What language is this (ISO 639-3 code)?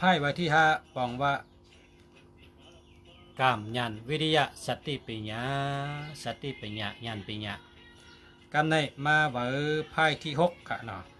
shn